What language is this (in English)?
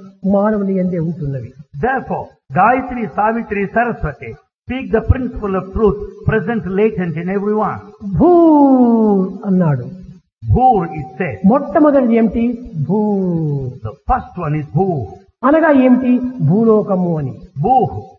Telugu